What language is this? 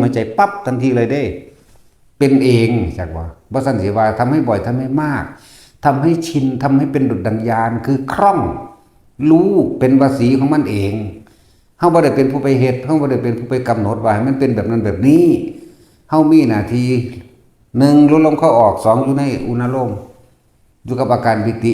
Northeastern Thai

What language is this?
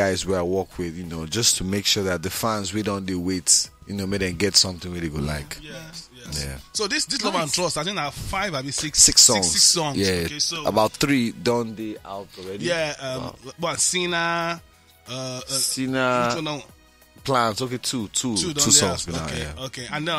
Nigerian Pidgin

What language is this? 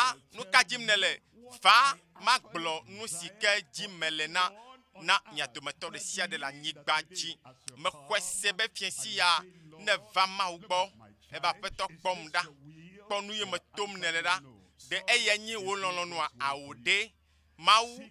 Ewe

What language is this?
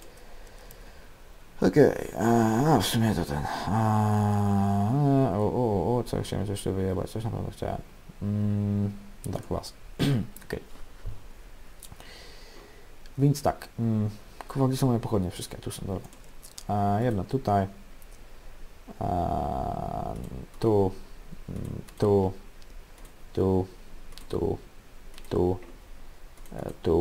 Polish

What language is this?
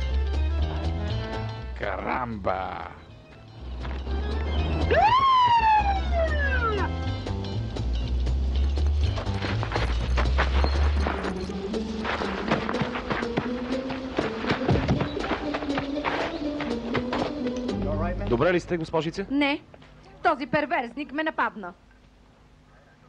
Bulgarian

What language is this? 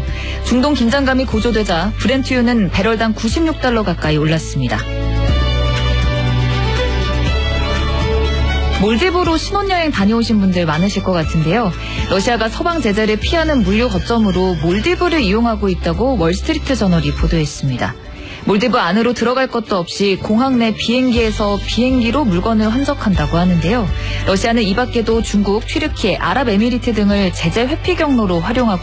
Korean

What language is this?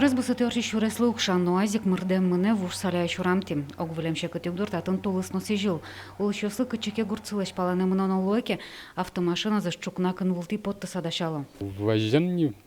Udmurt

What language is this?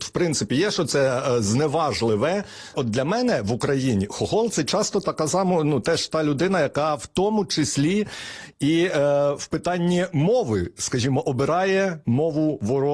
Ukrainian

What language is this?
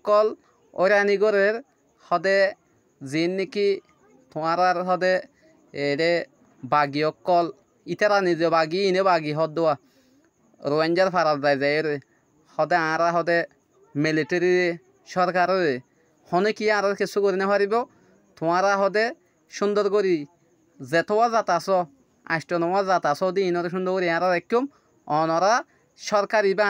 Rohingya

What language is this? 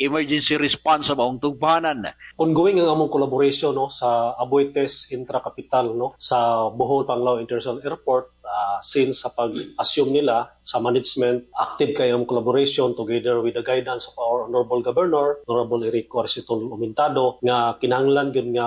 Cebuano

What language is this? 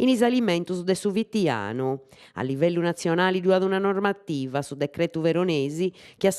Sardinian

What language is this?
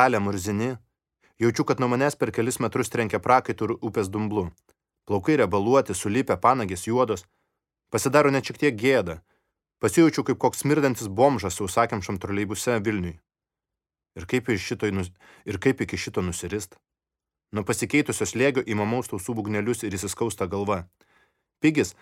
Lithuanian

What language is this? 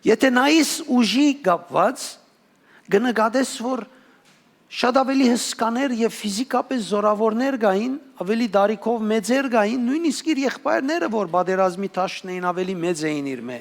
Western Armenian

